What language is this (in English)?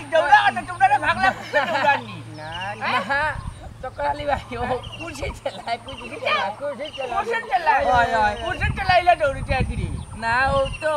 Sylheti